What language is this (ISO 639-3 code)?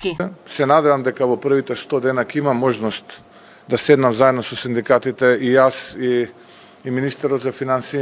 mkd